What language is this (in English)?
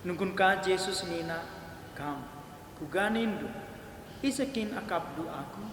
Batak Karo